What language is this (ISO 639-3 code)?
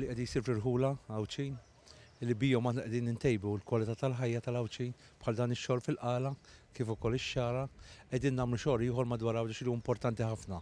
mlt